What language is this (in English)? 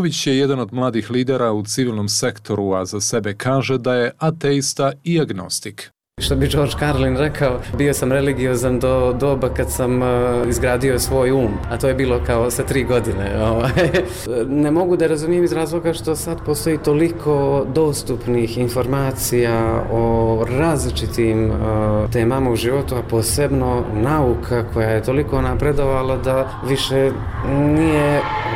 Bosnian